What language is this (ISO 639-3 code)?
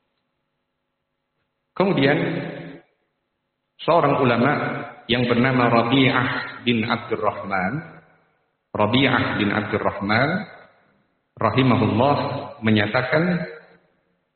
ind